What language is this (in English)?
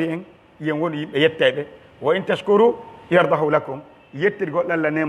Pular